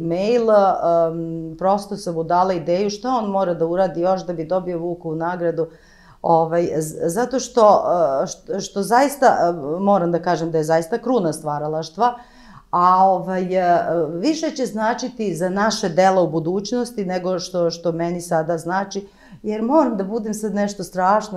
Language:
Serbian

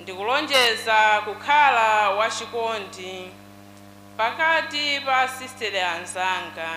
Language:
Nyanja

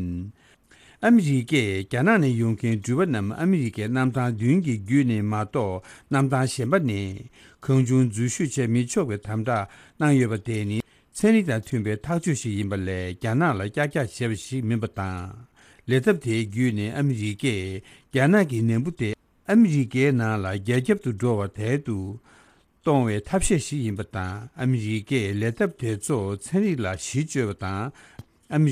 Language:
Tibetan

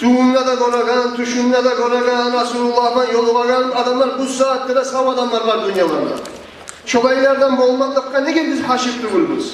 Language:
Kumyk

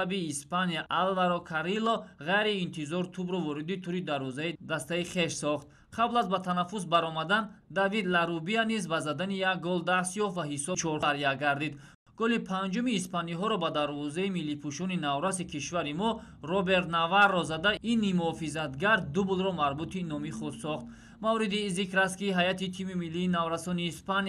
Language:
Tajik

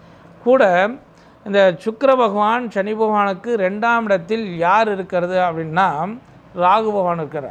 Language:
Tamil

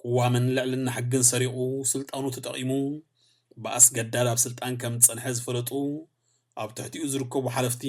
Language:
Tigrinya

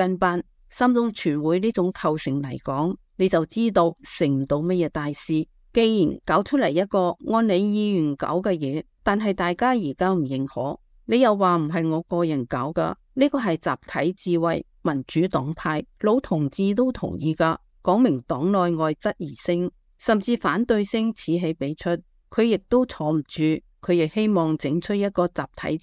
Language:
Cantonese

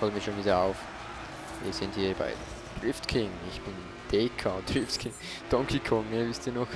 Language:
Swiss German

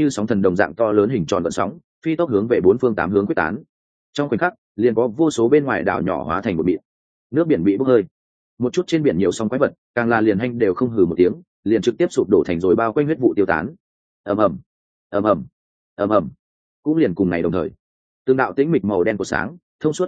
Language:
Vietnamese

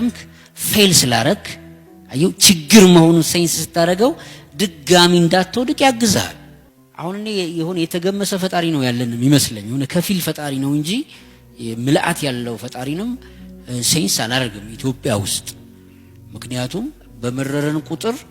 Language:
Amharic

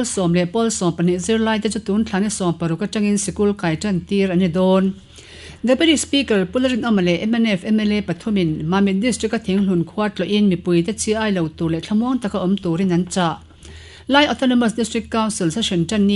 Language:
Mizo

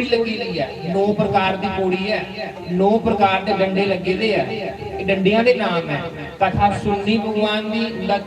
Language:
Dogri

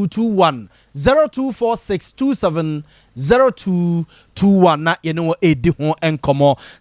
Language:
Akan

